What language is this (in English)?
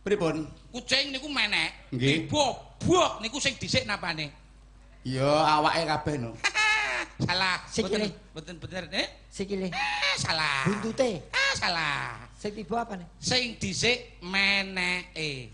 Javanese